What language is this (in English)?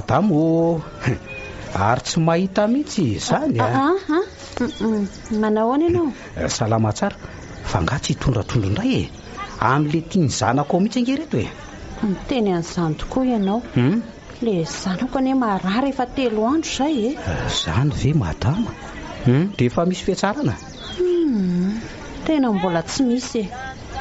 Malagasy